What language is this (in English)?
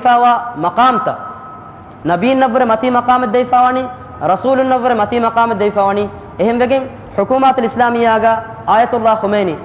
Divehi